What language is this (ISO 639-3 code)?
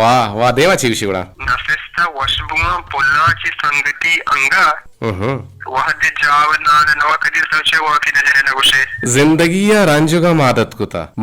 bgp